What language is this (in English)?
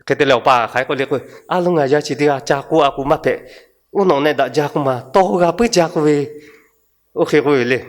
Lahu